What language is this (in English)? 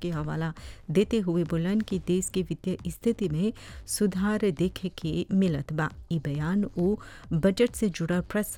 Bhojpuri